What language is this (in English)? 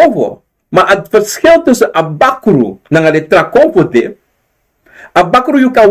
Sranan Tongo